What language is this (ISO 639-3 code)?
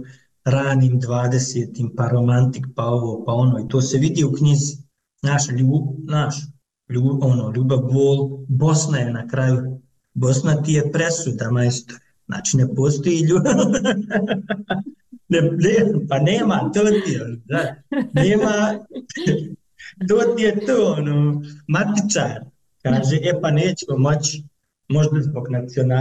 bos